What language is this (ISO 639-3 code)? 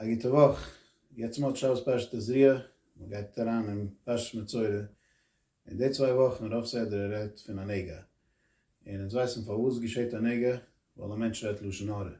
yid